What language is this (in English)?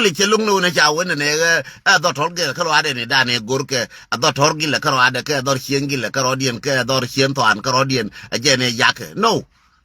Nuer